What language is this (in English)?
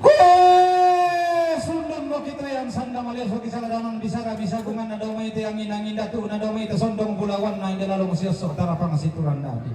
Toraja-Sa'dan